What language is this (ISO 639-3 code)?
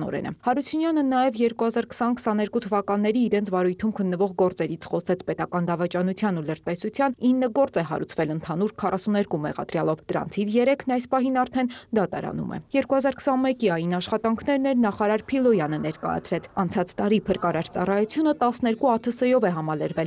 hye